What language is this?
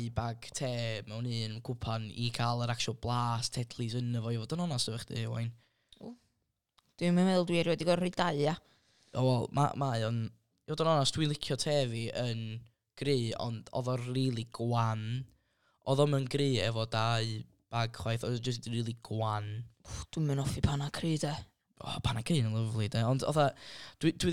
Welsh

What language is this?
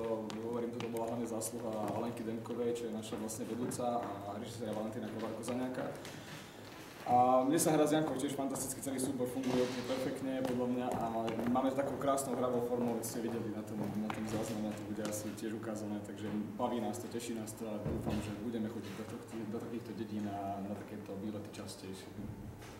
Slovak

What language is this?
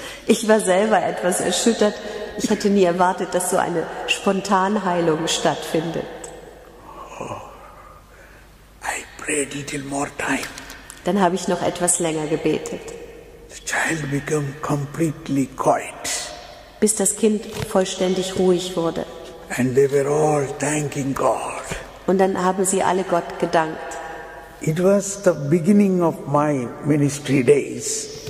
German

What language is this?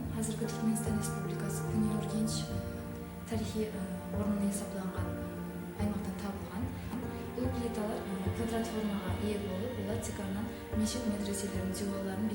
Kara-Kalpak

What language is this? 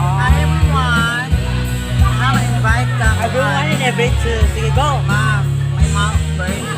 Cebuano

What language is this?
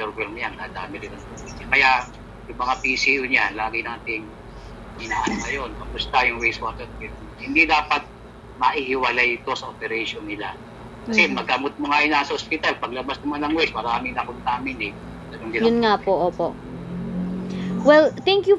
Filipino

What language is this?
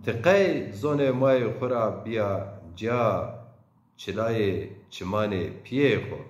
Zaza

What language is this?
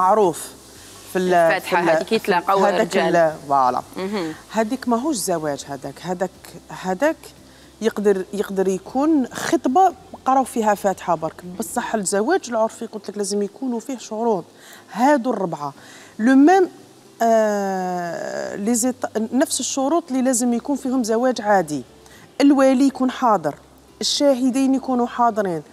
Algerian Arabic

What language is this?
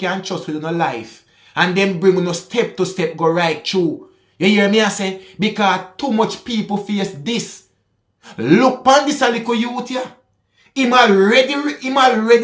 Jamaican Creole English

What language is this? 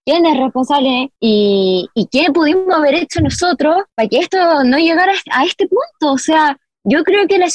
Spanish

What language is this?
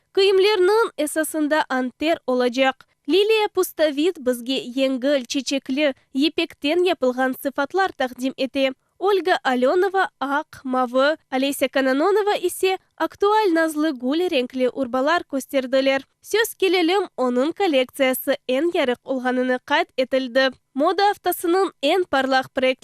Crimean Tatar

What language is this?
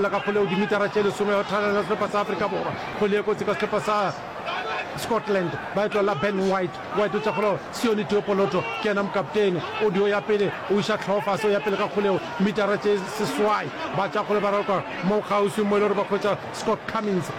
Northern Sotho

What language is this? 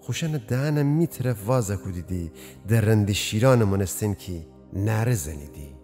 Gilaki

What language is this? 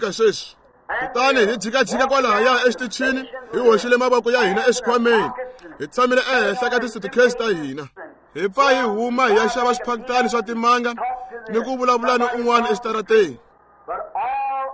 Tsonga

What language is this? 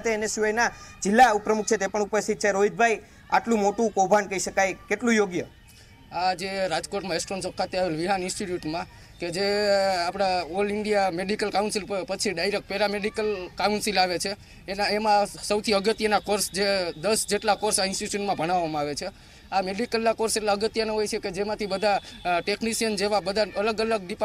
Gujarati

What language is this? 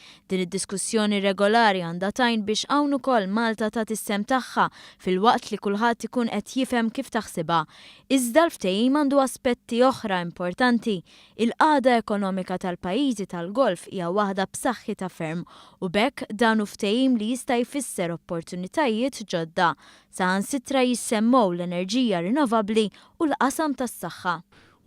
Maltese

